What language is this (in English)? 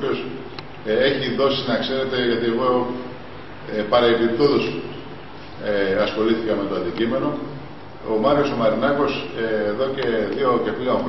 Greek